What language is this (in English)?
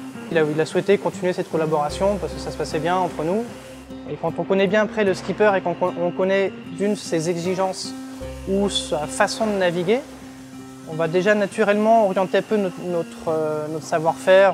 French